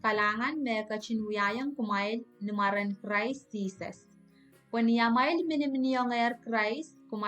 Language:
Pohnpeian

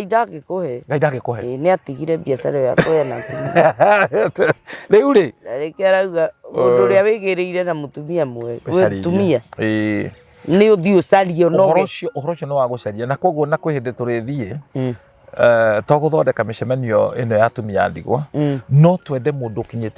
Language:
Kikuyu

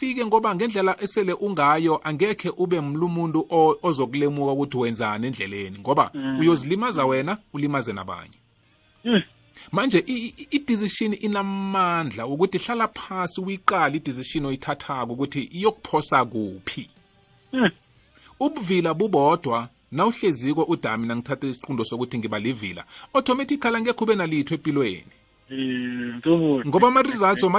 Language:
South Ndebele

